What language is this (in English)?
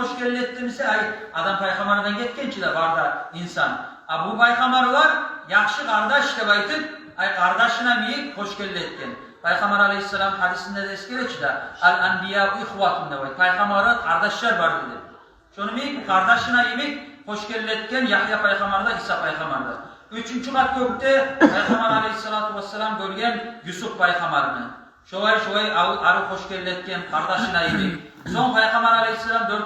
Kumyk